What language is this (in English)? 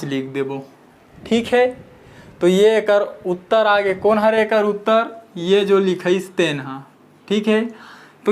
Chhattisgarhi